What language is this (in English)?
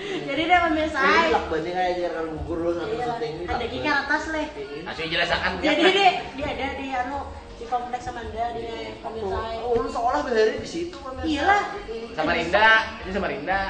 Banjar